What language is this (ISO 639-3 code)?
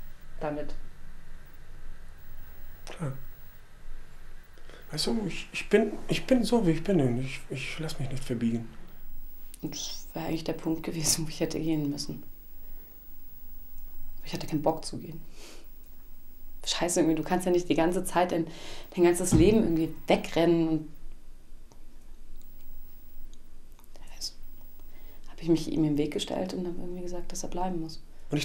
deu